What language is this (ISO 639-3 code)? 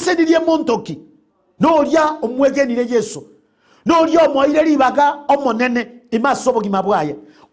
guz